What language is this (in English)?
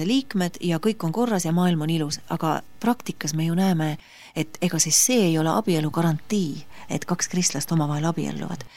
Estonian